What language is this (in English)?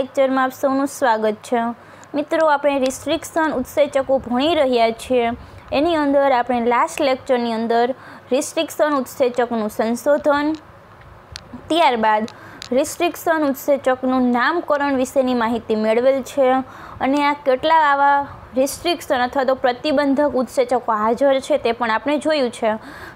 Gujarati